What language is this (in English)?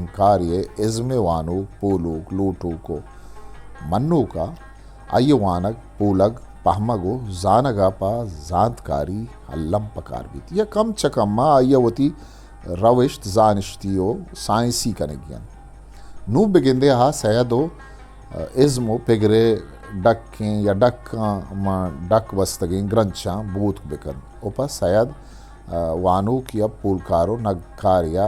Eastern Balochi